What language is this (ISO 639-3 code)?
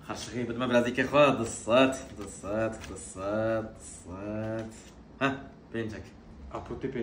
kur